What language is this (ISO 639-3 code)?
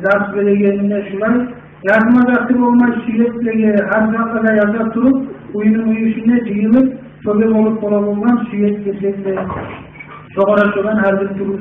kum